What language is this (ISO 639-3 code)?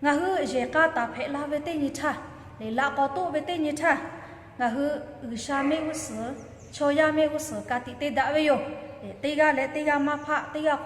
lhu